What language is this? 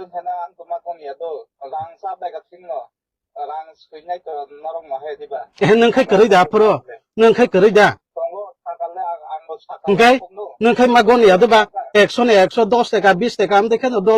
Kok Borok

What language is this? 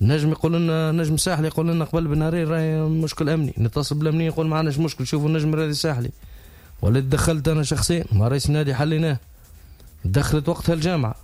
Tunisian Arabic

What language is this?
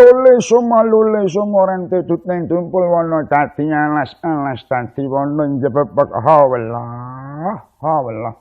Javanese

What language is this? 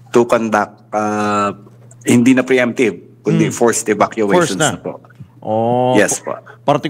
Filipino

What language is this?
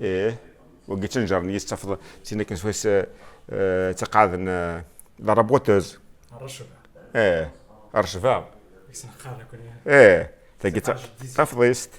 Kabyle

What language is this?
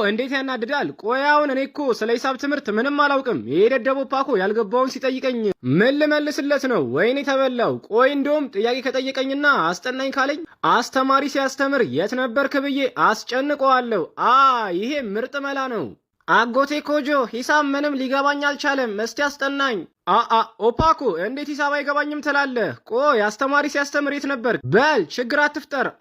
Amharic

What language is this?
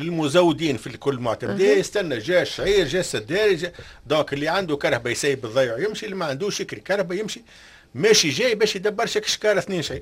Tunisian Arabic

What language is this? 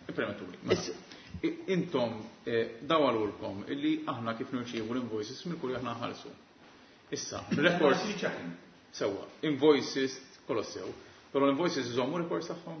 Maltese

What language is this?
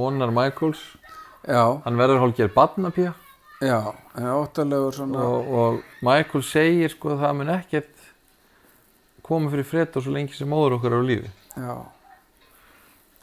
Icelandic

